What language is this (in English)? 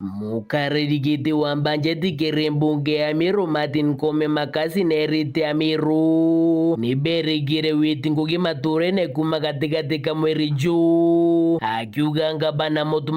Meru